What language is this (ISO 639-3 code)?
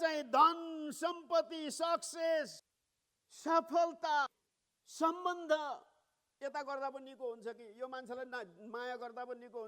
nep